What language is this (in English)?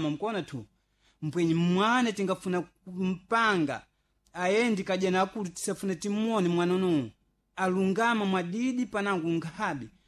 Sena